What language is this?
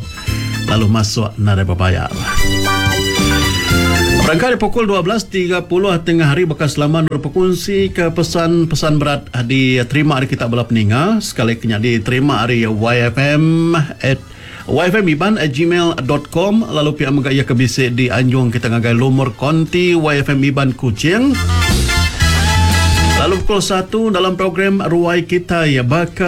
Iban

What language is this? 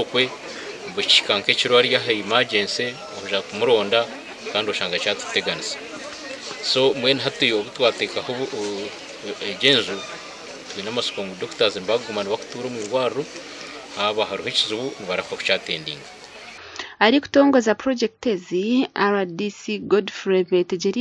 Nyankole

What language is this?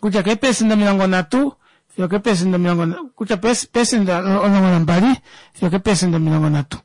Kuanyama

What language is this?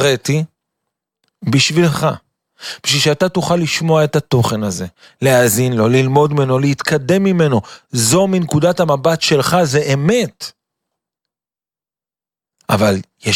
Hebrew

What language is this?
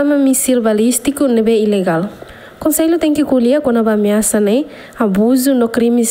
Tetum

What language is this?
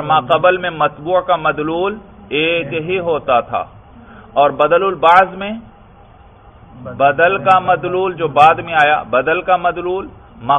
Urdu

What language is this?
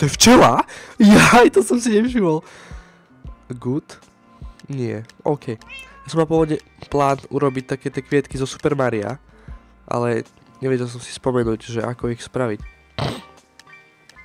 Slovak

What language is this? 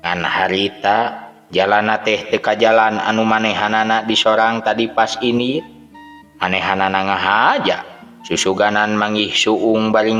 Sundanese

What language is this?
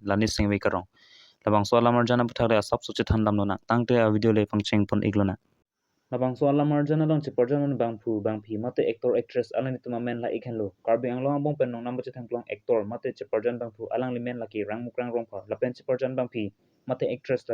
Karbi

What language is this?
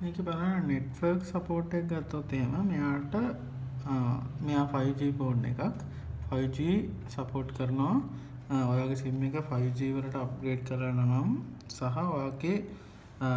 Sinhala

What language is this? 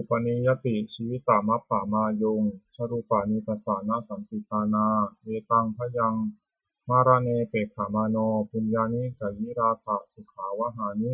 Pali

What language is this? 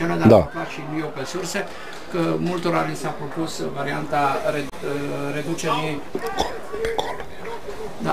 Romanian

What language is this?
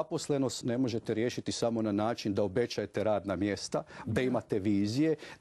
Croatian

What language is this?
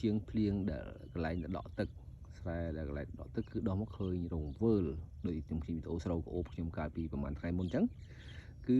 Khmer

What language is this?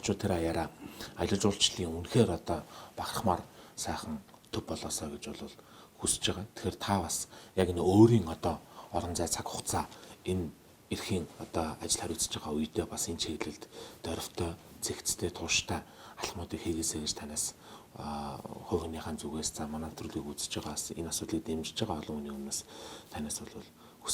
Mongolian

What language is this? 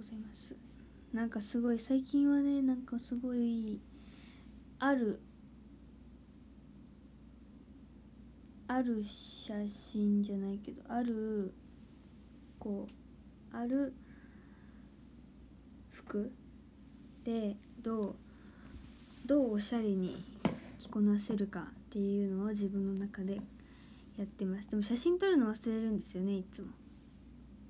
Japanese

